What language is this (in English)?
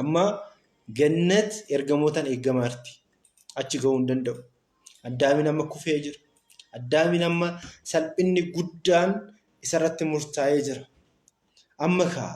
Oromo